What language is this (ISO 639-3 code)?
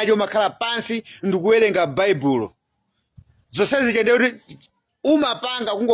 nya